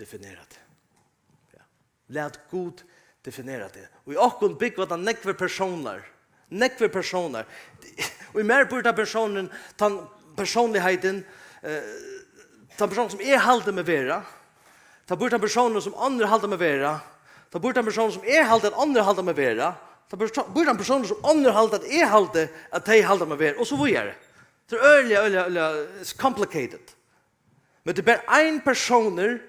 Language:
Faroese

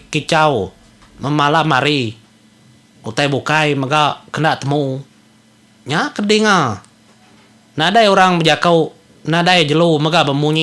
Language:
Iban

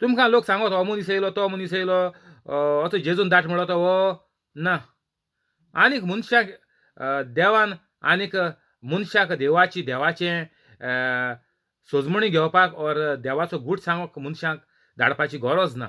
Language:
Konkani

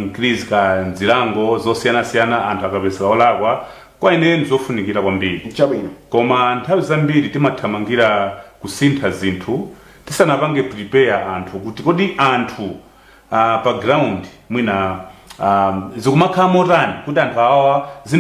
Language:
Nyanja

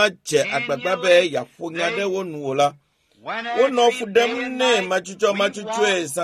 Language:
Ewe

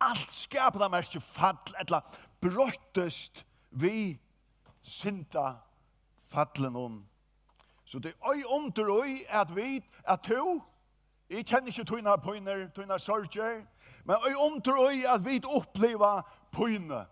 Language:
Faroese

